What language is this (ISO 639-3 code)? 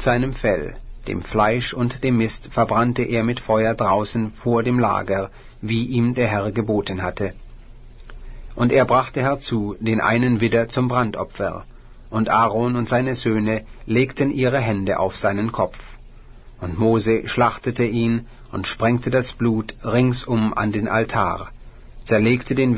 deu